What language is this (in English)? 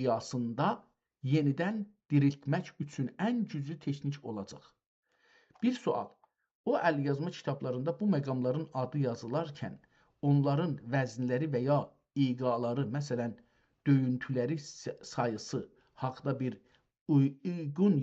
South Azerbaijani